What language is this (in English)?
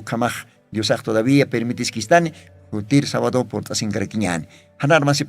Aymara